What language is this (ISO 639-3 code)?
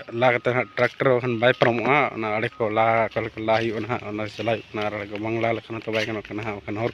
sat